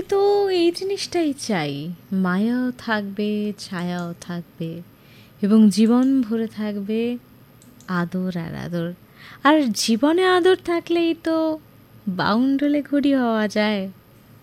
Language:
Bangla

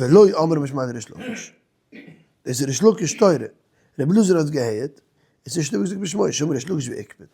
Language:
Yiddish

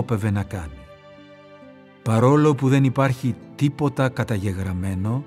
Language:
Greek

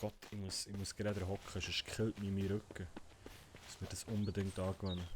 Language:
Swiss German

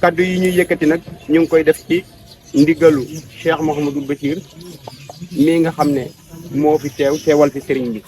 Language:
Wolof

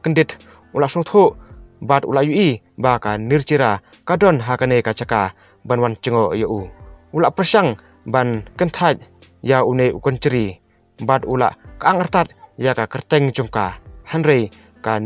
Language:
Khasi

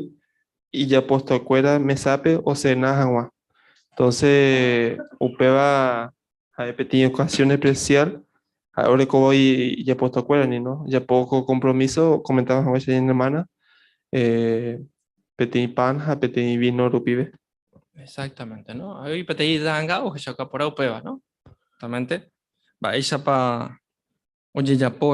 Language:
Guarani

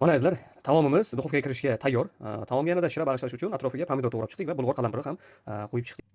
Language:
Uzbek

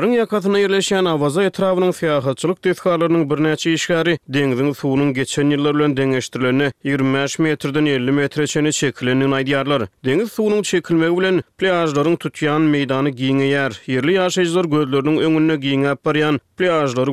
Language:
Turkmen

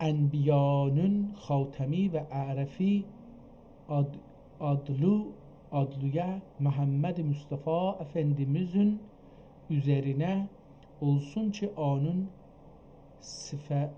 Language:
South Azerbaijani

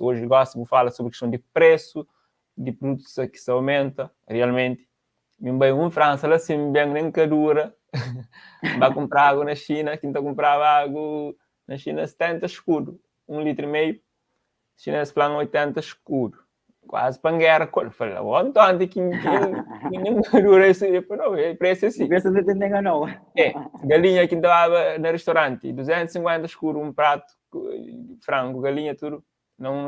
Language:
Kabuverdianu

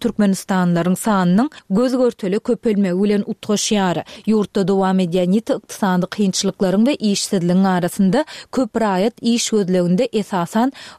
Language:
Turkmen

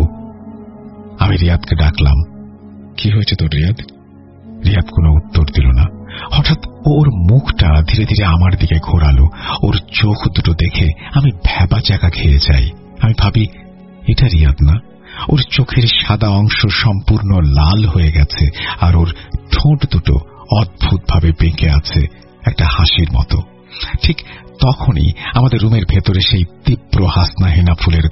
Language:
Bangla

